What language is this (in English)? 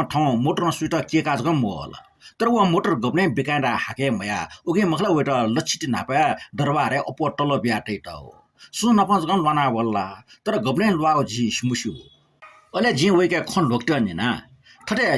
Newari